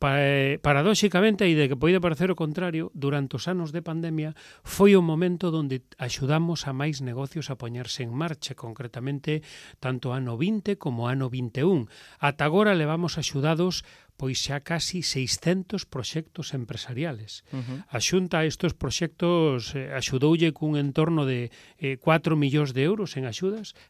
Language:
Galician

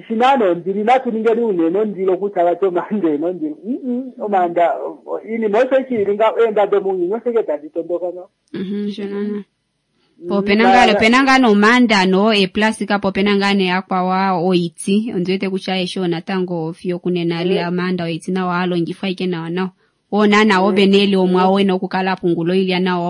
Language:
Kuanyama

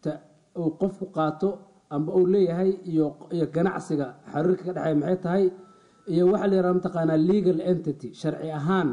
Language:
Somali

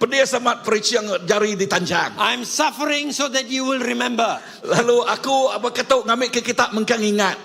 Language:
Iban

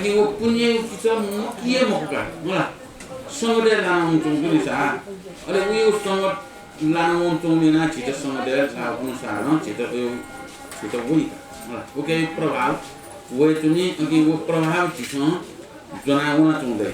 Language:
Newari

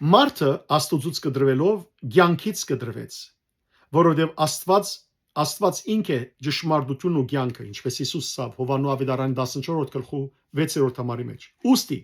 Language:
Western Armenian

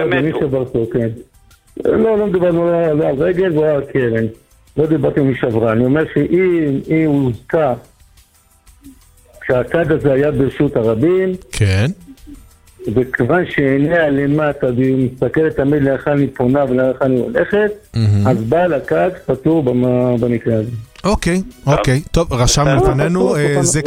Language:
Hebrew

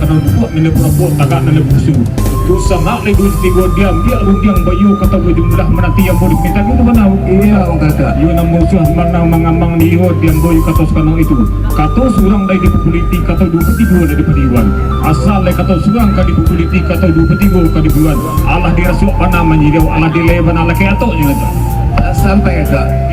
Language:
Minangkabau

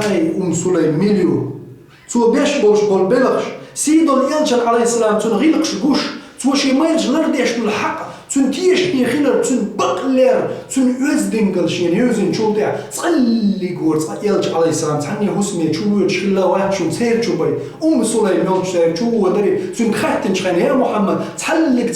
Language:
Chechen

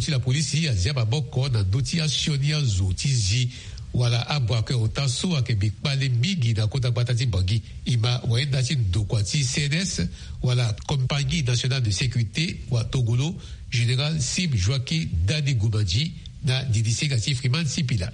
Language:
Sango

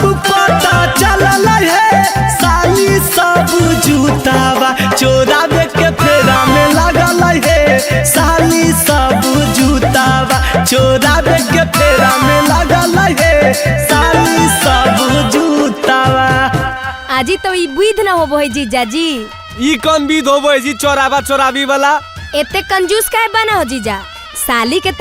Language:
Magahi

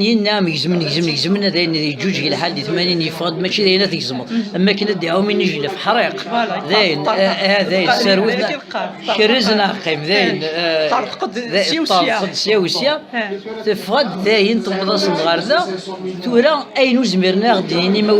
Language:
Kabyle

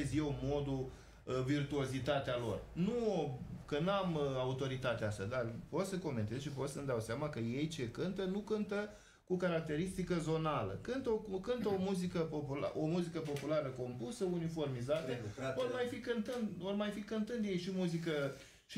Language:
Romanian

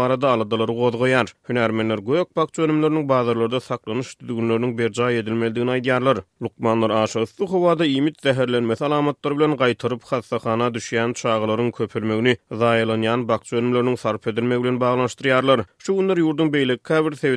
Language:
Turkmen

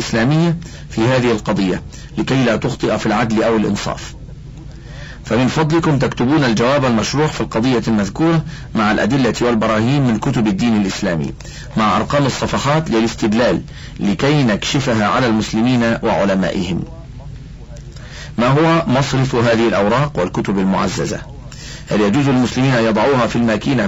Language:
Arabic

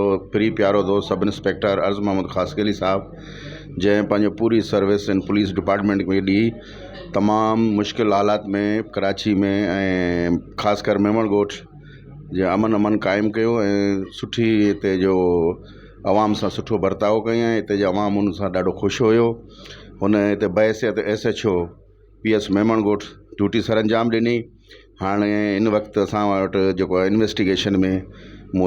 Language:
Sindhi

